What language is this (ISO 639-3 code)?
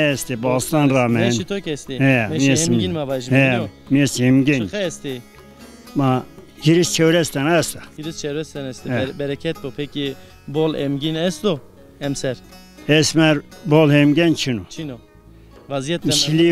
zza